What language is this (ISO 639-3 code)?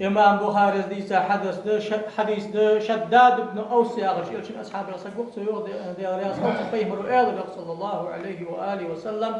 inh